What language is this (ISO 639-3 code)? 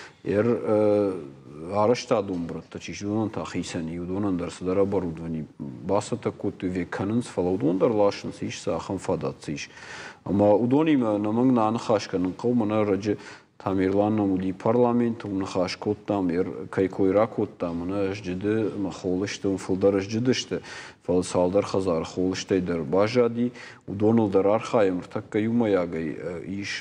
oss